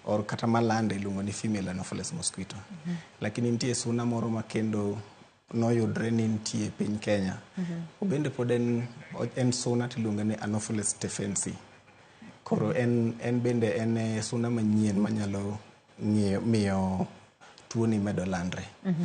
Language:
Luo (Kenya and Tanzania)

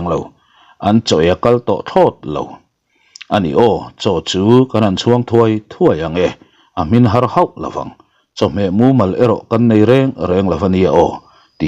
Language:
Mizo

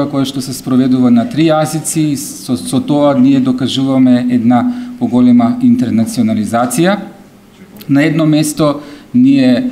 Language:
Macedonian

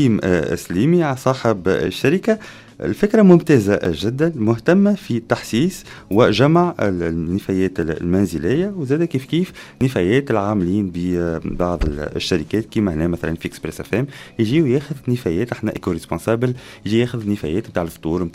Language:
Tunisian Arabic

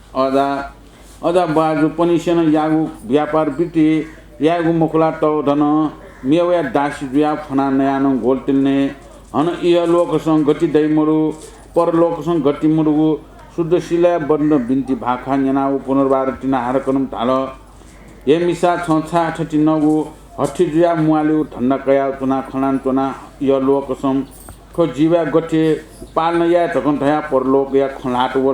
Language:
Newari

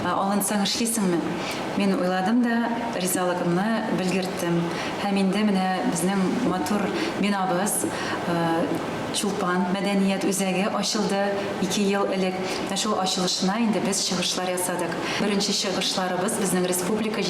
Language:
Tatar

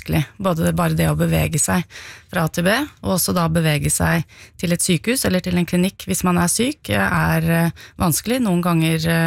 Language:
Norwegian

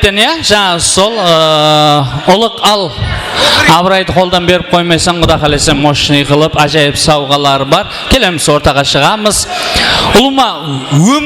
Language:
Kara-Kalpak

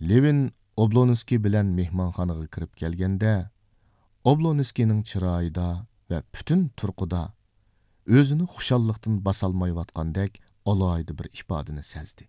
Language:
Uyghur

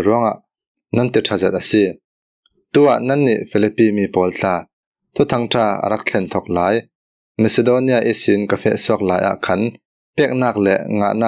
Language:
Falam Chin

